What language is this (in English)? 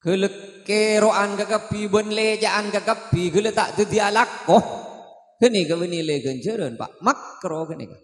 Madurese